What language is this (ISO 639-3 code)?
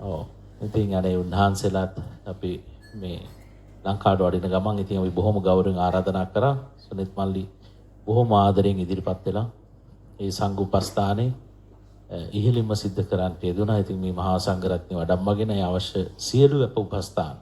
sin